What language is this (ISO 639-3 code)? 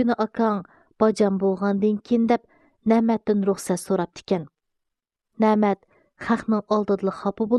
uig